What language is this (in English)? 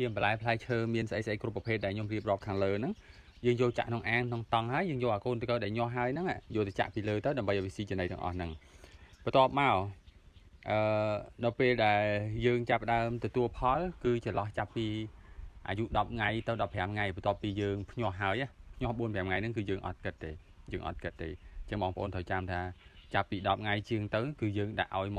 Khmer